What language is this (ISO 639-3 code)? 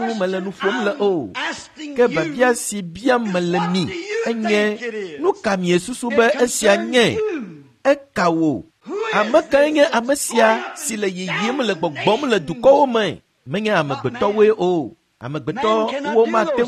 ewe